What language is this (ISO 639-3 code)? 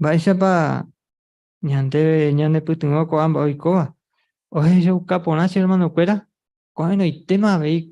grn